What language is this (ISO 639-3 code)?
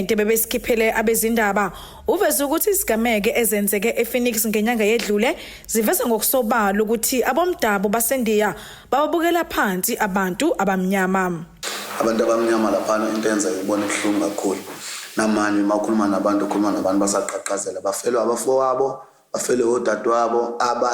zul